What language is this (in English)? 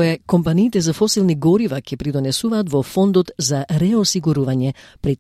Macedonian